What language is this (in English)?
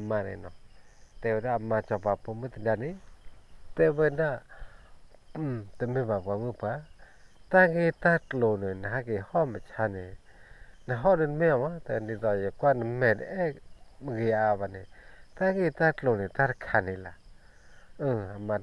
S'gaw Karen